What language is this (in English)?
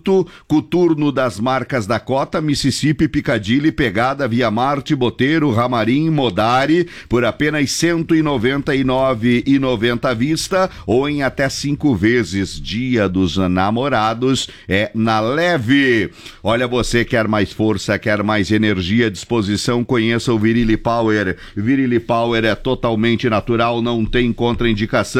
Portuguese